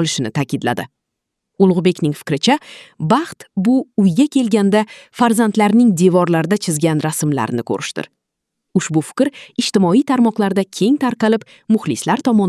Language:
Uzbek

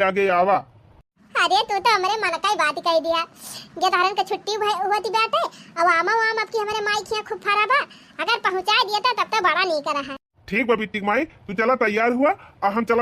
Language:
Awadhi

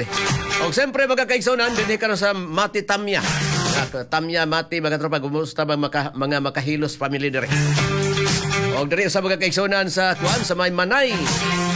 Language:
Cebuano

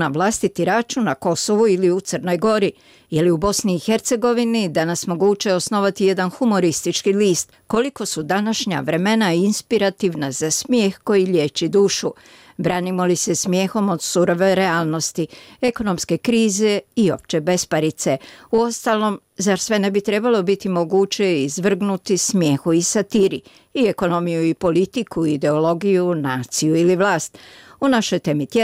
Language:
Croatian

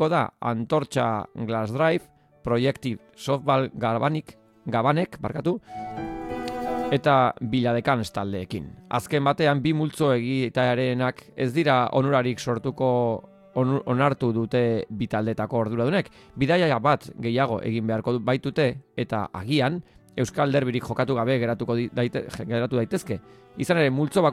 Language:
Basque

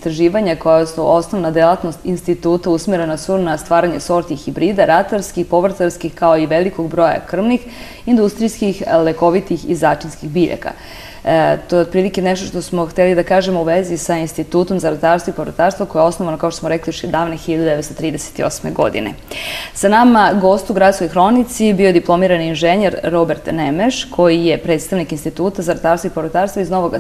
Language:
Serbian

